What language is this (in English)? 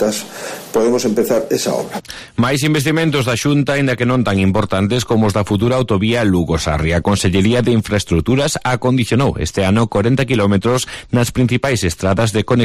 Galician